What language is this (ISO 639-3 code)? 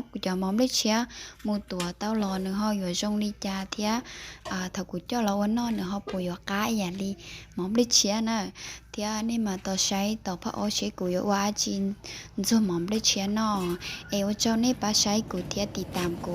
hmn